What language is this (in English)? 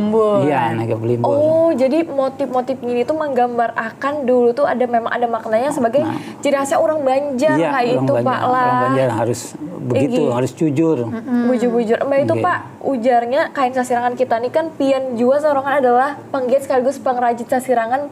Banjar